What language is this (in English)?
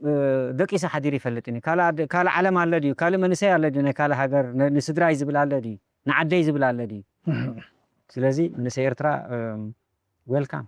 Tigrinya